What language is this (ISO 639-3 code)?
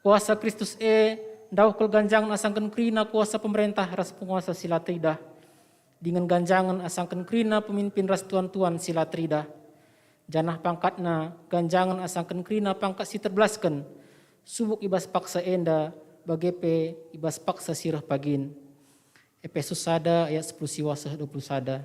btx